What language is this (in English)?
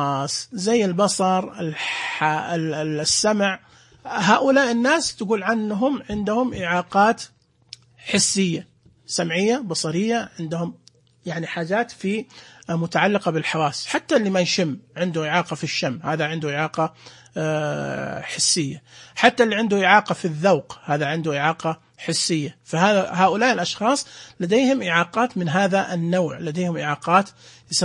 Najdi Arabic